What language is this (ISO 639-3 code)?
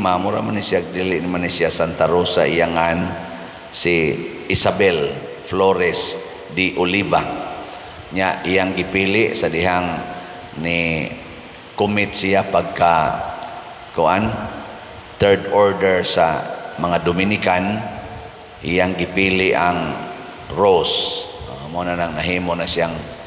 ceb